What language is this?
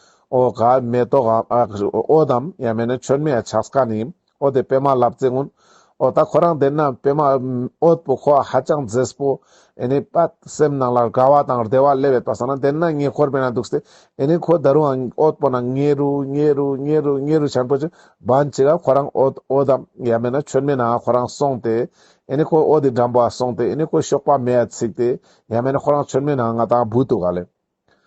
Ladakhi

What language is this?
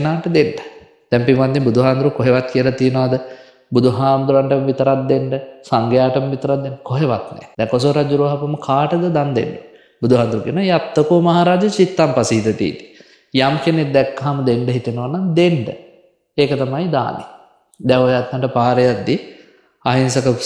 Sinhala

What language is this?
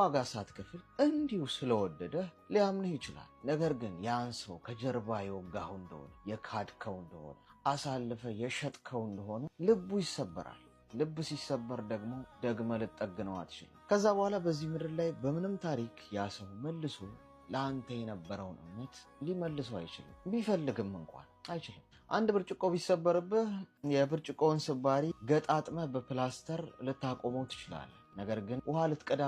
Amharic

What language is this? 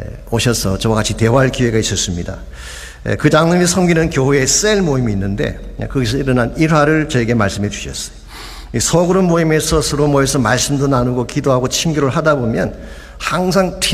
Korean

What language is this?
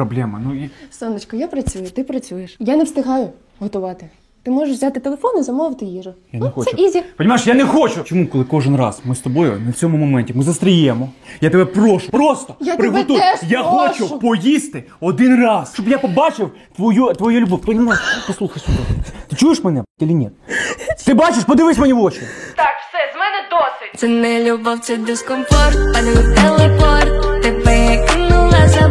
Ukrainian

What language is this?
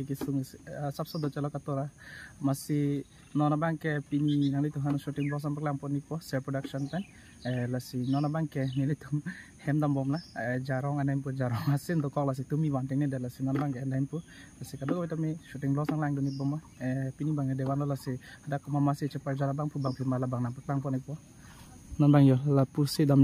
Karbi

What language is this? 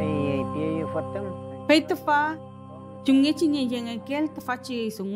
Mapuche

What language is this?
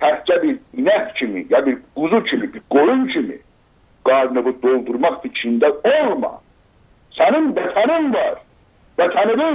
South Azerbaijani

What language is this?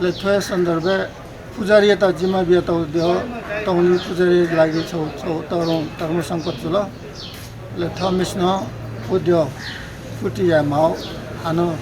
Newari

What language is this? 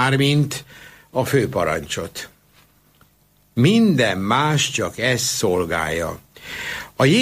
Hungarian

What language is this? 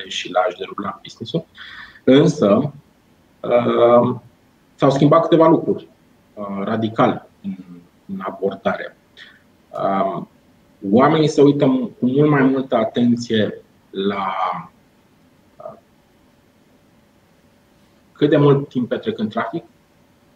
Romanian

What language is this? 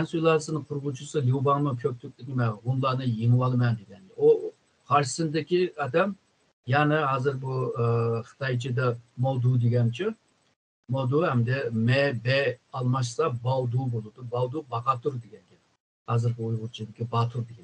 Uyghur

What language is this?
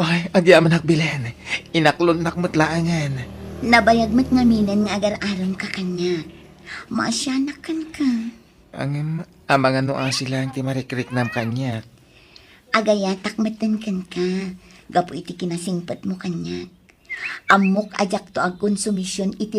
Iloko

